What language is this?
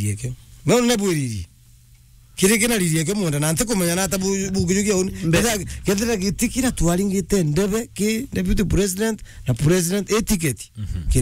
Meru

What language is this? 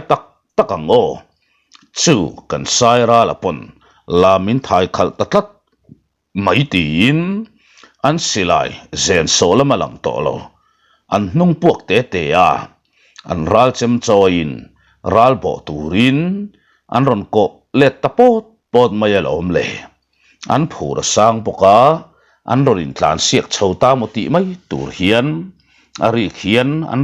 Mizo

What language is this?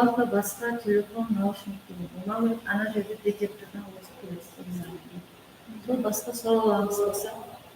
Kara-Kalpak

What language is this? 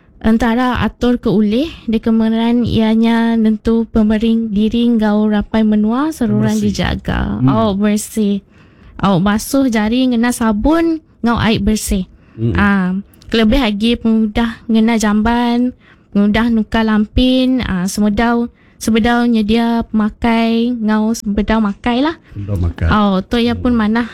Iban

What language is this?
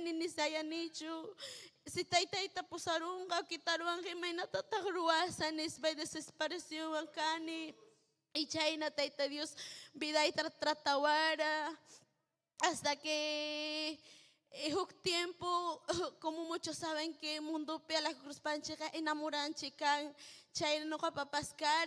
Ayacucho Quechua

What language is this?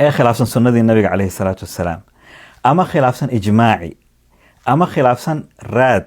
Somali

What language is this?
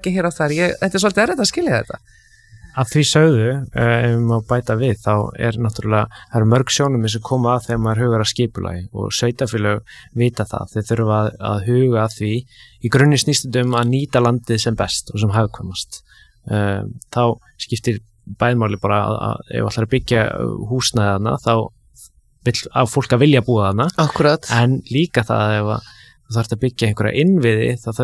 Icelandic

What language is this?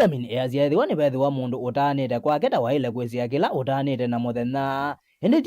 Kamba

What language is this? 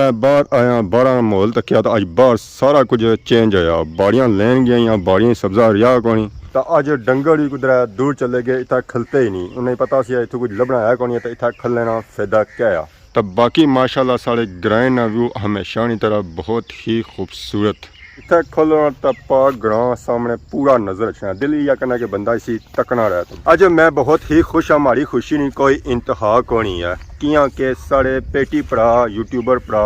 Pahari-Potwari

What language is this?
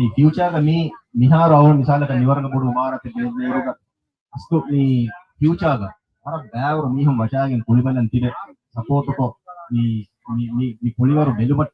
Divehi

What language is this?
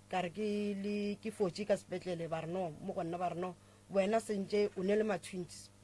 Northern Sotho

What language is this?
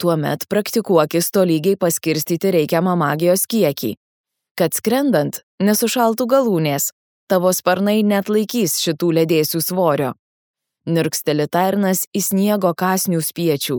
Lithuanian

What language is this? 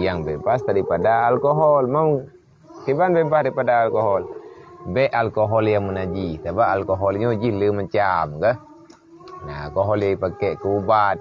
Achinese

